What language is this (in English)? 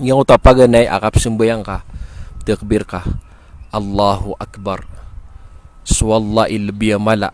Maranao